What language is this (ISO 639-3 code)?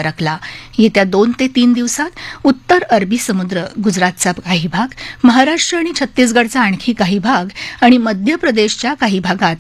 mar